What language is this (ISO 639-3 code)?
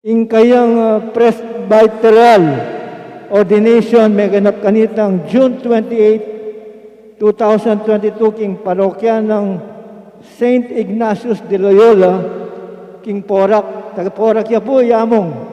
pam